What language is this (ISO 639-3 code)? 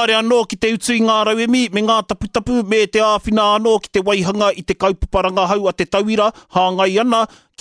mri